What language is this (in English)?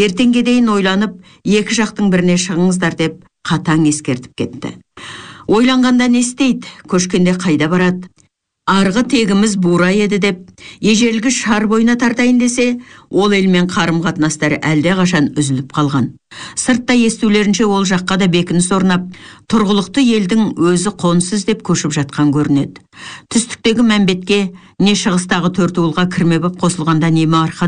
Kazakh